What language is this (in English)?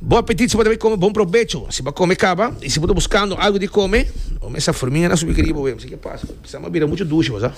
Papiamento